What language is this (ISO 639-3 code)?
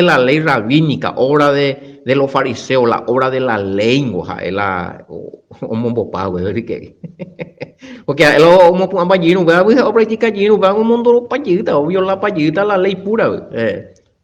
grn